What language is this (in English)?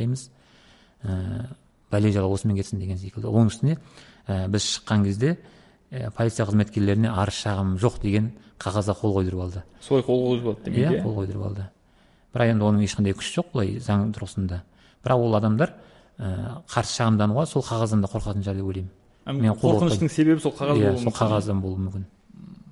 Kazakh